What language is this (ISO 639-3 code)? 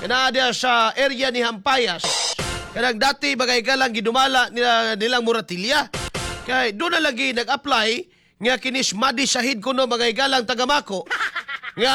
ceb